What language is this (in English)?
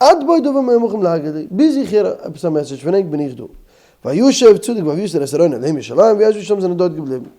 Yiddish